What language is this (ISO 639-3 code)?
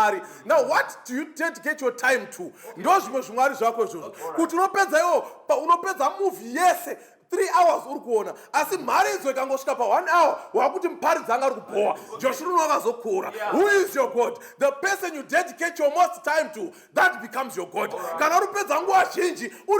sna